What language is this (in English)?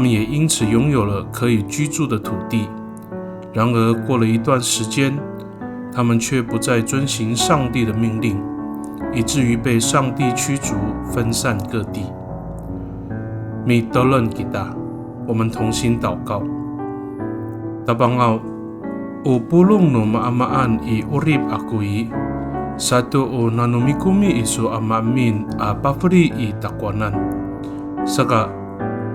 Amis